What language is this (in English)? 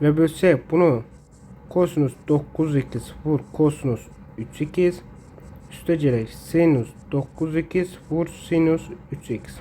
Azerbaijani